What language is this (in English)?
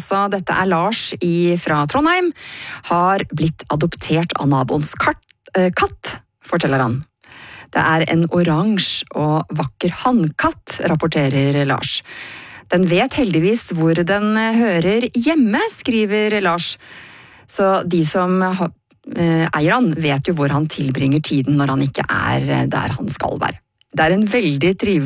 Norwegian